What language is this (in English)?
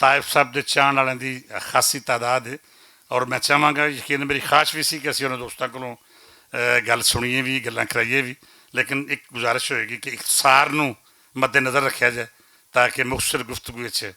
Western Panjabi